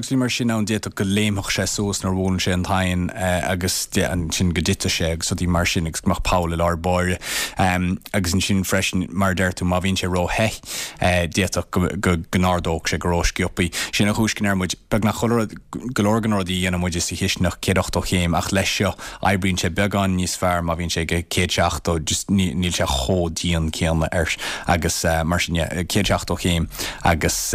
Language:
Irish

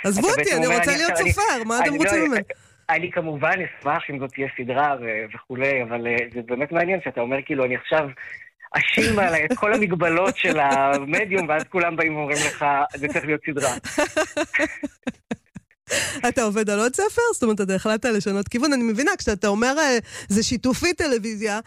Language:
Hebrew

